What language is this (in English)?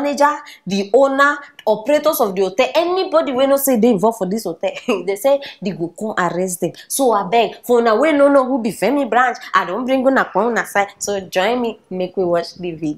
Nigerian Pidgin